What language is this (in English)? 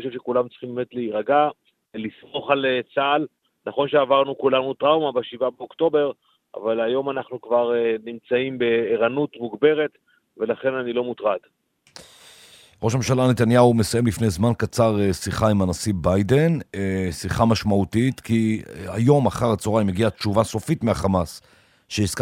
Hebrew